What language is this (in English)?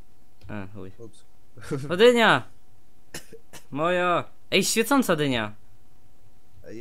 Polish